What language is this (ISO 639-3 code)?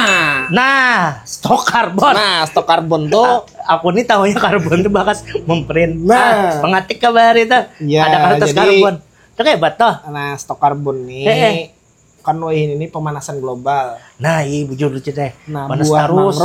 bjn